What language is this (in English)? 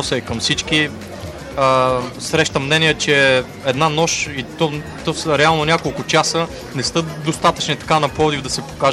Bulgarian